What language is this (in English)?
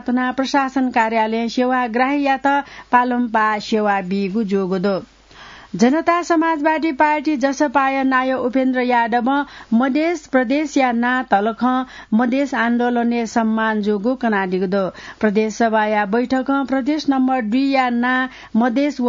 Newari